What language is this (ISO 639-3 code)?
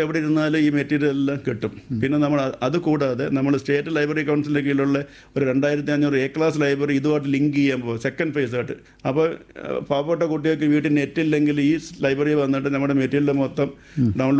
mal